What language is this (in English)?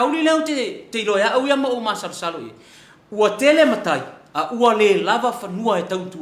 Samoan